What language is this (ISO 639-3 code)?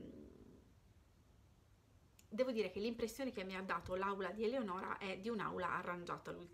ita